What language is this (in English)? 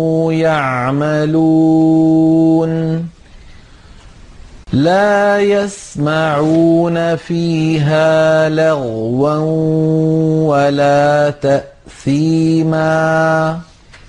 Arabic